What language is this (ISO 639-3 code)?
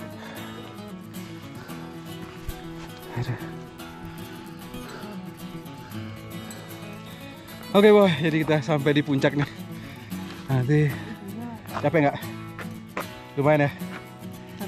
ind